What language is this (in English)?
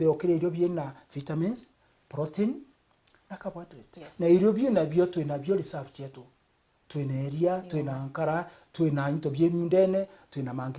Meru